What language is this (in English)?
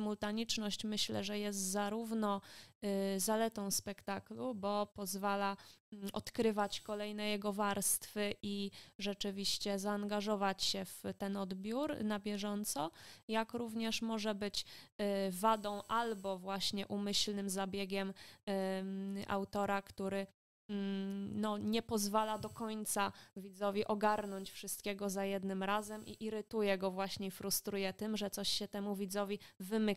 Polish